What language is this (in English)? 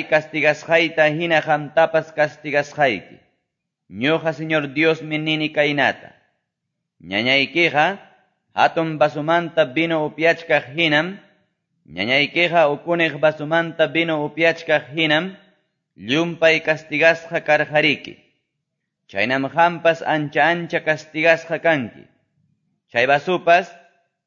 Quechua